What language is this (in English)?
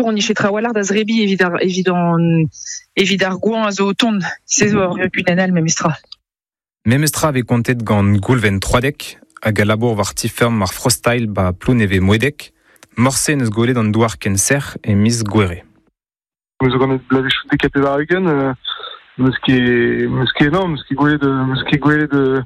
Breton